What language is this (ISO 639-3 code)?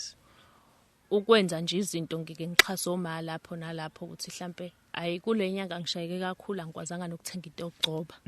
zul